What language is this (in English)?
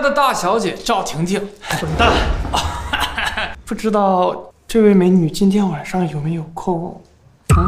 Chinese